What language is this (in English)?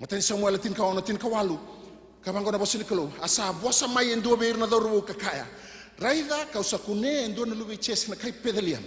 Fijian